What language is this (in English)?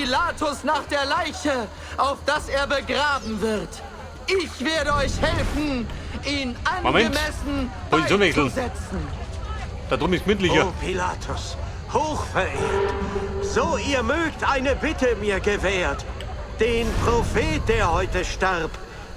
Bavarian